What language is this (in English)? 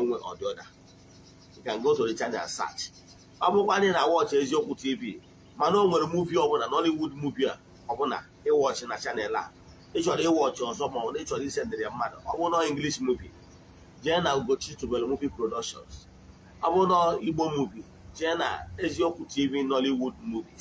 Igbo